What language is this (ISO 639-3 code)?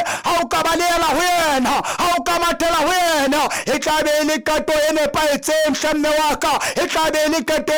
sot